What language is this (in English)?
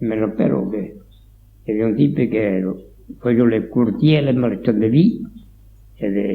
Occitan